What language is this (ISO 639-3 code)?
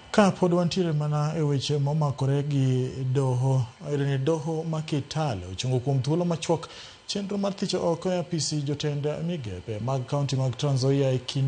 luo